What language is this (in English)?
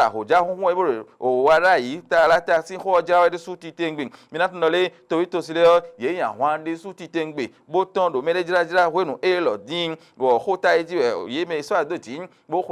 Fon